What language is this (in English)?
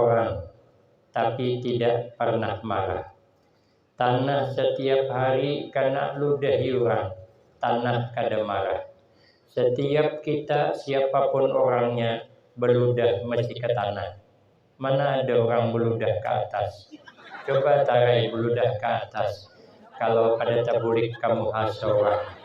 Banjar